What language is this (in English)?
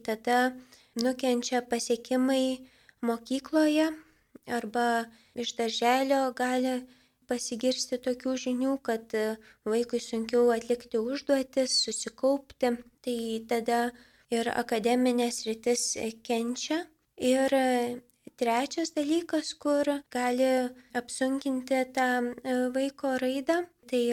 Lithuanian